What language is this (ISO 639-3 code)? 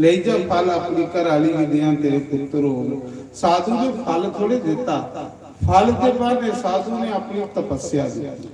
doi